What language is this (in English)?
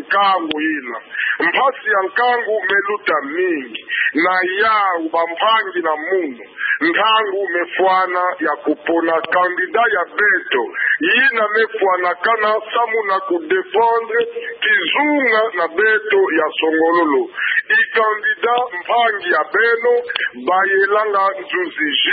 Kituba (Democratic Republic of Congo)